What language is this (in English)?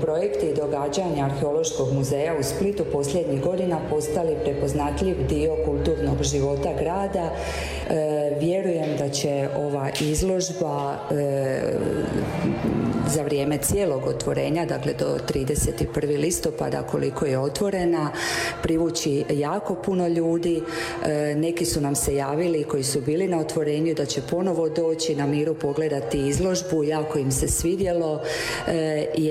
Croatian